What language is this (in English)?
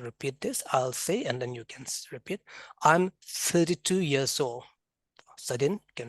Karbi